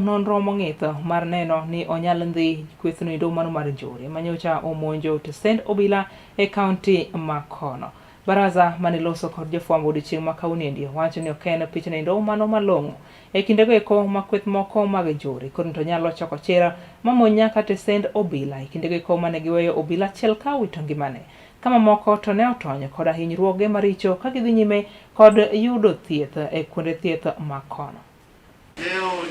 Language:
Luo (Kenya and Tanzania)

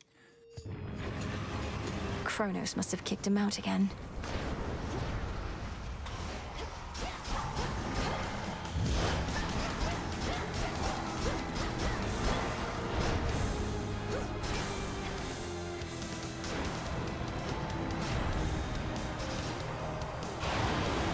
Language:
Polish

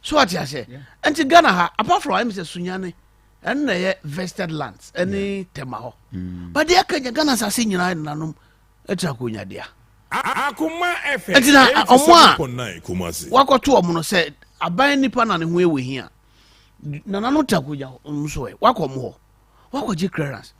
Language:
Akan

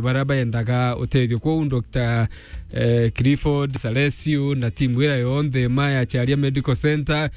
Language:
Meru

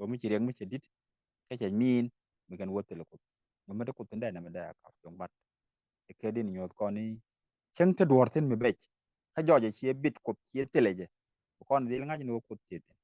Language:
Nuer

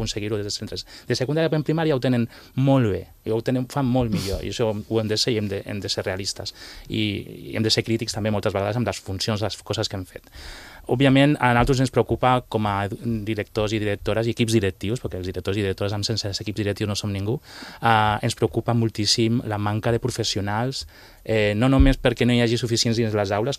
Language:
Catalan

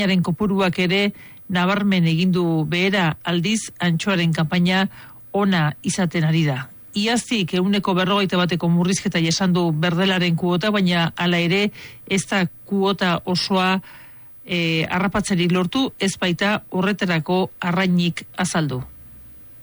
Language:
Basque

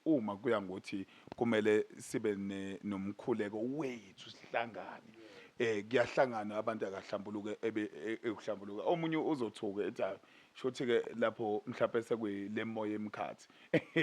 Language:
Zulu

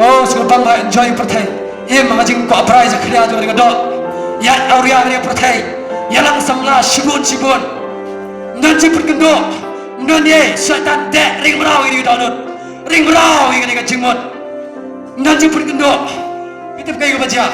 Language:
Khasi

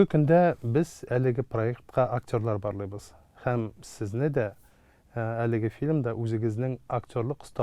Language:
Tatar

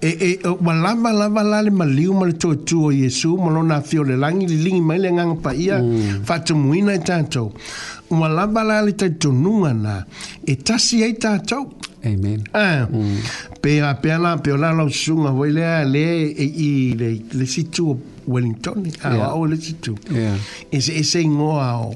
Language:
Samoan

